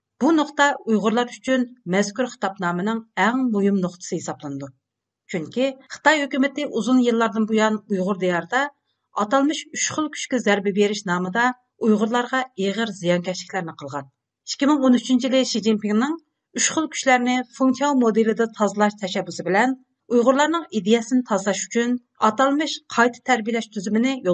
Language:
Uyghur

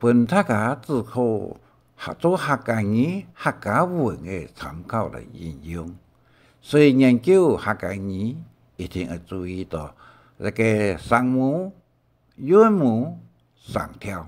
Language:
Hakka Chinese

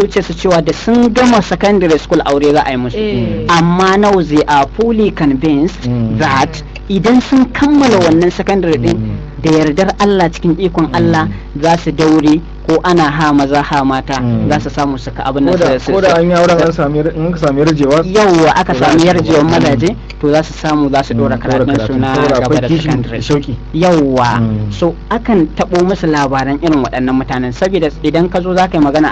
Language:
Hausa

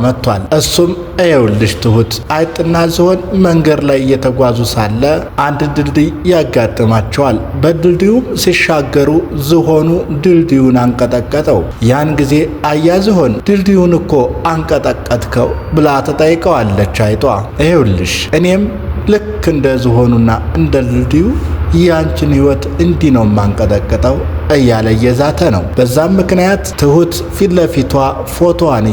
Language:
Amharic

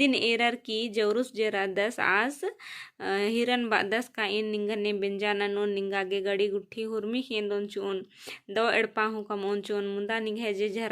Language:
Kurukh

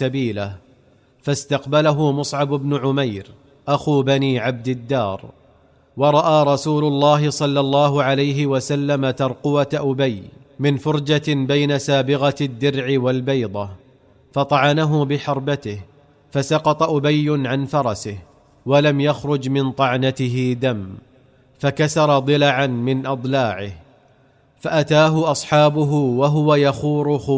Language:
Arabic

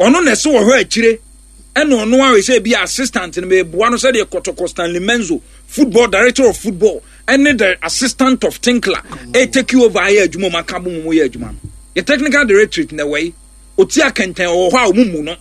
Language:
Akan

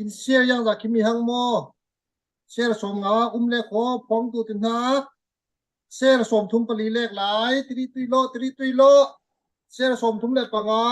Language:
Falam Chin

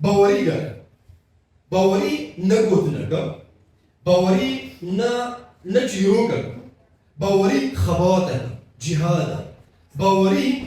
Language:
Kurdish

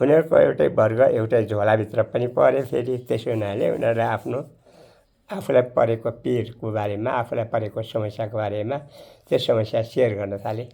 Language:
Nepali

